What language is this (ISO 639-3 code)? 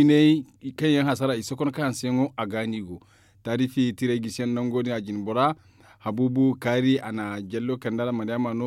dje